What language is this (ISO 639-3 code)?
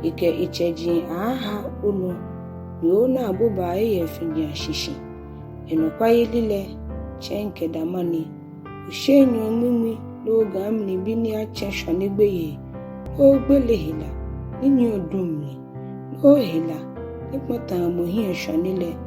gaa